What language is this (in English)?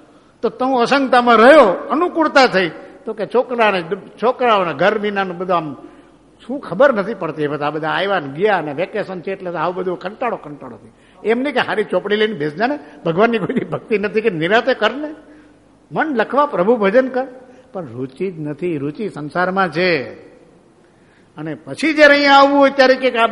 Gujarati